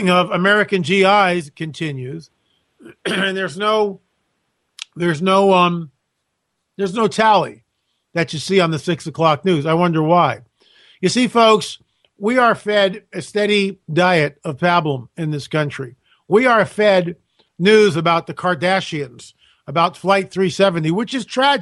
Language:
English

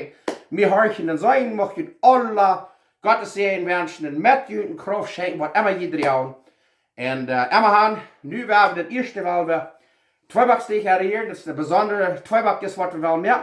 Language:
Plautdietsch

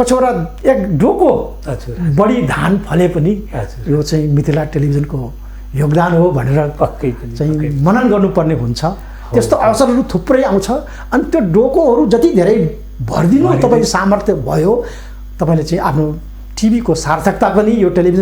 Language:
Nepali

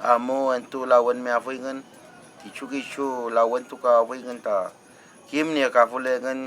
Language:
Mapuche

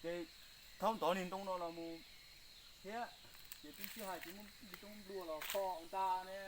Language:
Hmong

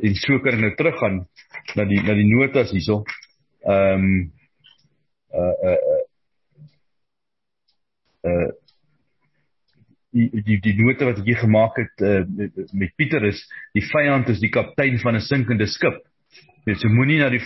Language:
Afrikaans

